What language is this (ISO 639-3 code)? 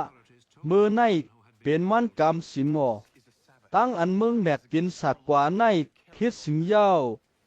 shn